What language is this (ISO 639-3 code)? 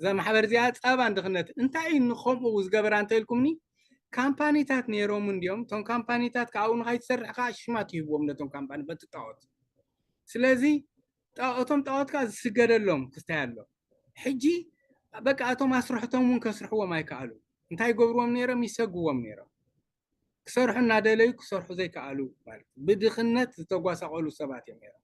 tir